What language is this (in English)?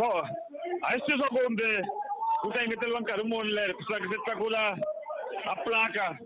Tsonga